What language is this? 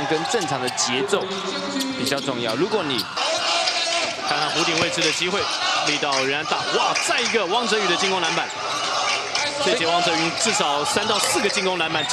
Chinese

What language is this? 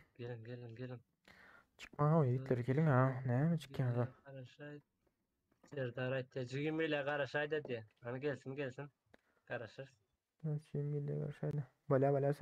Turkmen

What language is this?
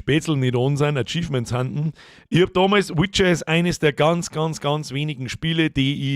Bavarian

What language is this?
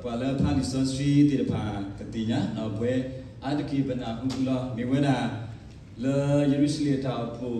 S'gaw Karen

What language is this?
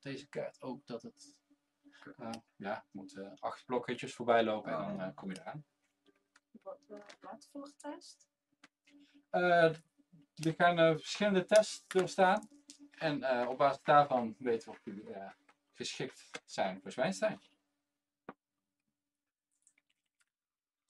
Dutch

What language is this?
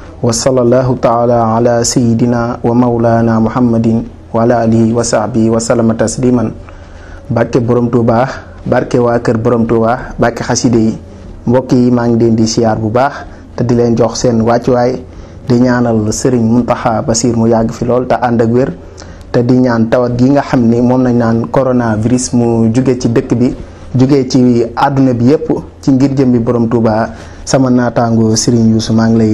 Wolof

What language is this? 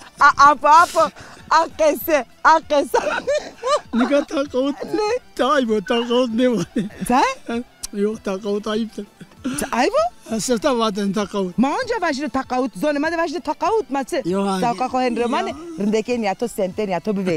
Zaza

